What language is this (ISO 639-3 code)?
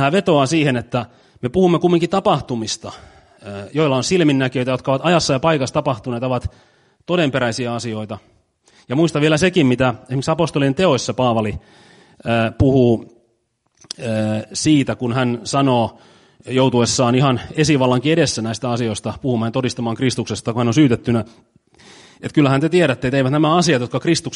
fin